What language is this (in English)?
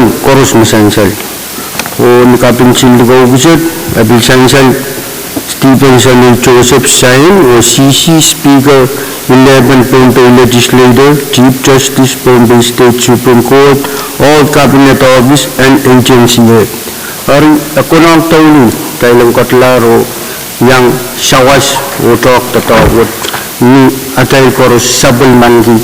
Pohnpeian